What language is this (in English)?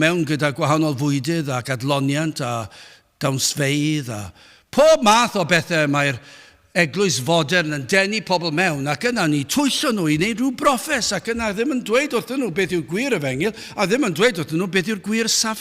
Welsh